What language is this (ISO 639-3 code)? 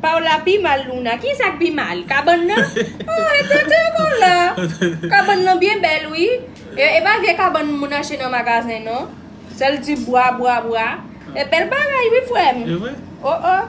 hat